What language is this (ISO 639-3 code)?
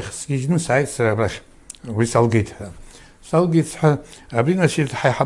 abk